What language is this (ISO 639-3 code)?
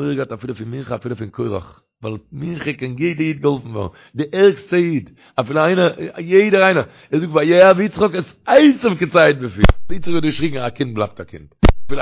yid